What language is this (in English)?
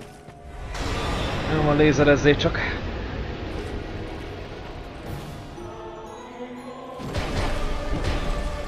Hungarian